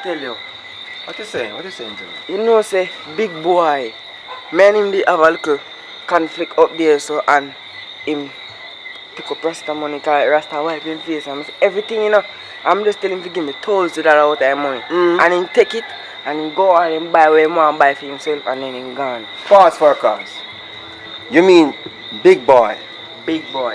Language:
Jamaican Creole English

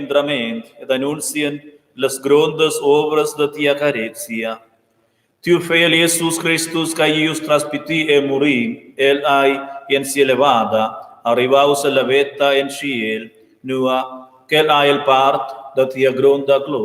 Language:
Romansh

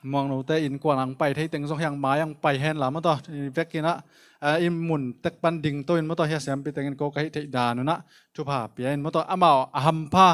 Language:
Tedim Chin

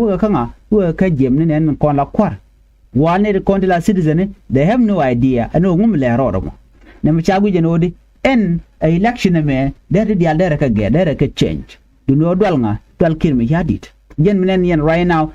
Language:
Nuer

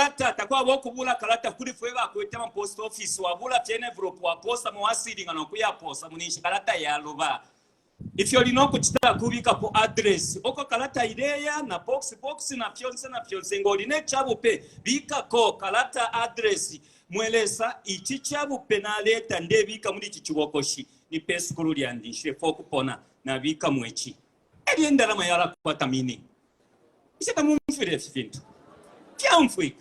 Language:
Bemba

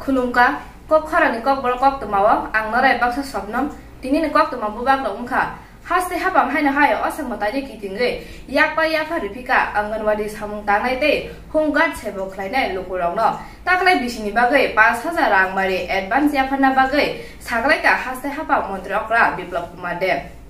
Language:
Kok Borok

